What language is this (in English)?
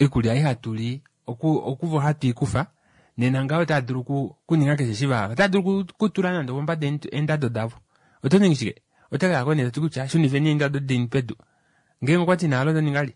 Kuanyama